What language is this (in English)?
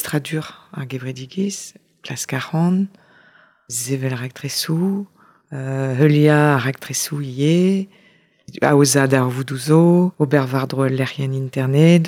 Breton